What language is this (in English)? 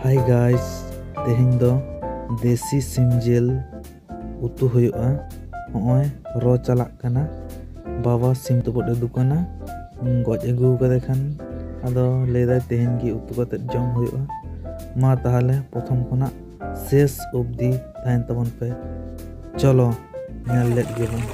Santali